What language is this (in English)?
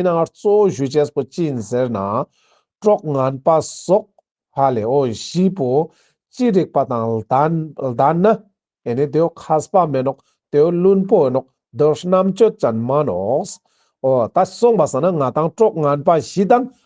Ladakhi